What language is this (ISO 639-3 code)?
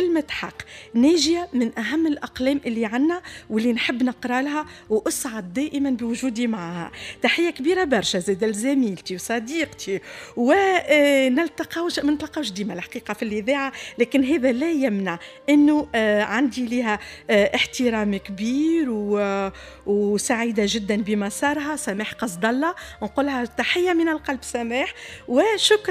aeb